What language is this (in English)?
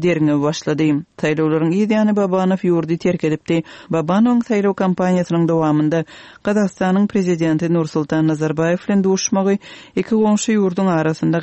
Turkmen